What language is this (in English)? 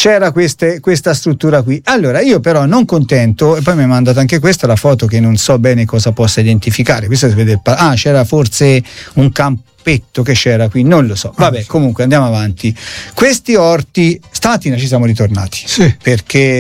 Italian